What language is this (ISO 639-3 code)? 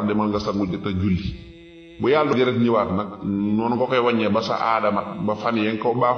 wol